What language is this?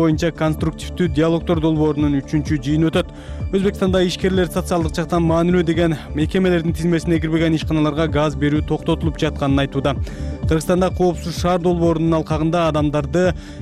Kyrgyz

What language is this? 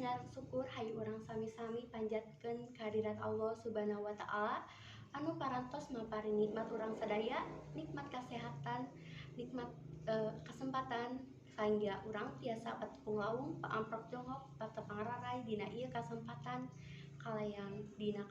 Sundanese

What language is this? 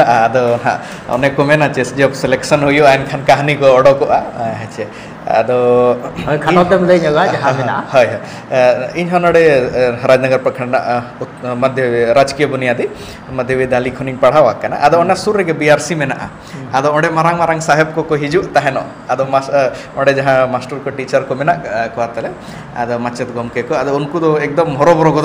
Santali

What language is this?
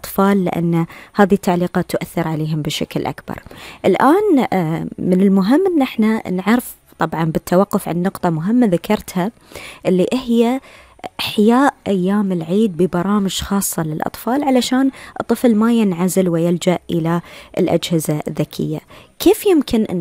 Gulf Arabic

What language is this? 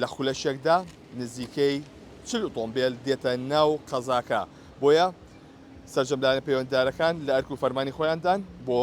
Central Kurdish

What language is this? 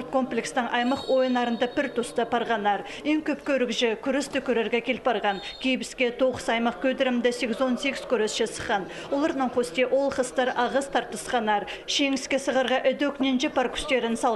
Khakas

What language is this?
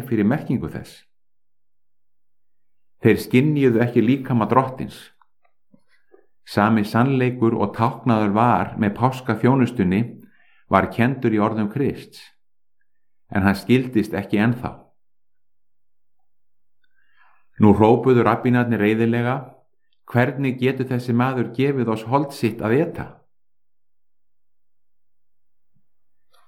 Icelandic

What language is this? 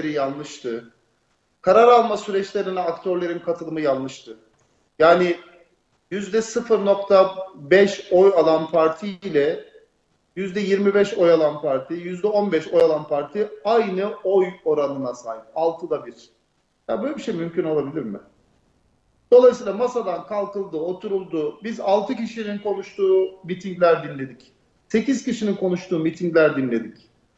Turkish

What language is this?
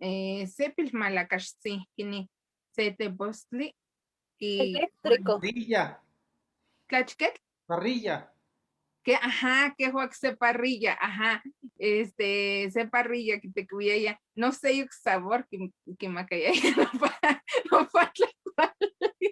Eastern Huasteca Nahuatl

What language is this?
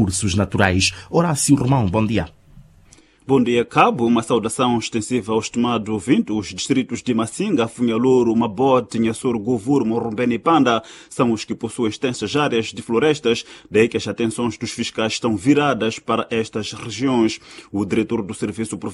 Portuguese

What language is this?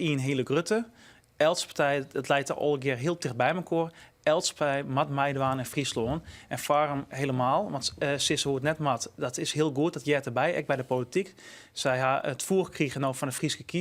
Western Frisian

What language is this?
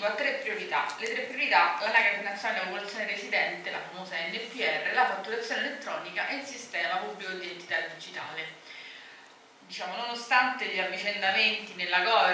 Italian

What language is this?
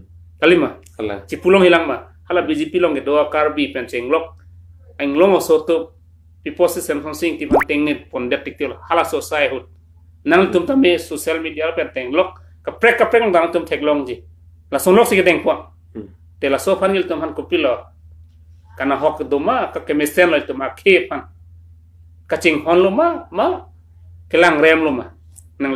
Karbi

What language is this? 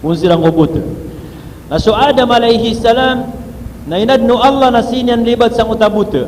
Maranao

